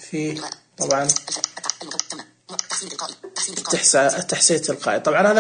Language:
Najdi Arabic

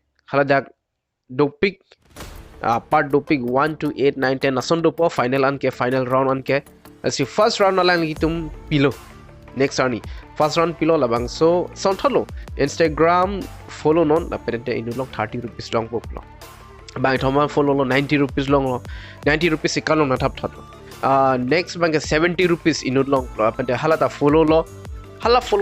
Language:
Karbi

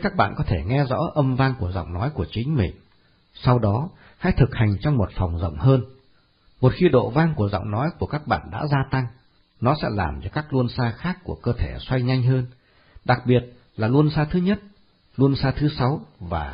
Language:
Vietnamese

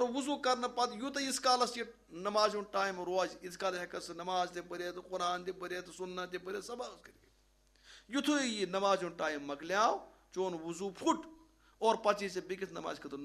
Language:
Kashmiri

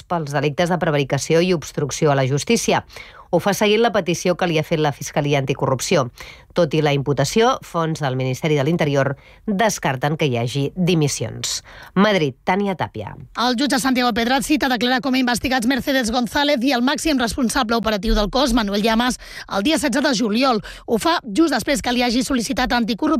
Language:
Catalan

